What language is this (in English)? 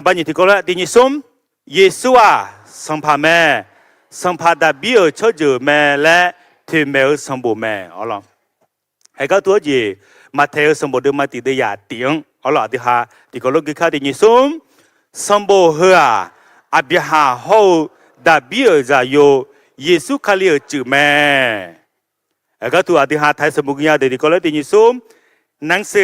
Akha